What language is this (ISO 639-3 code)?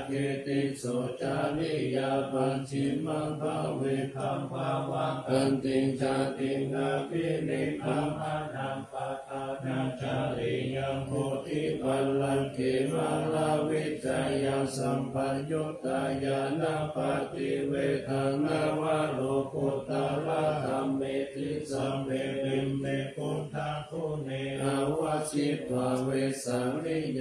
pli